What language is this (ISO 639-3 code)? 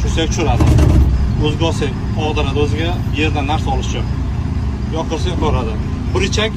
uzb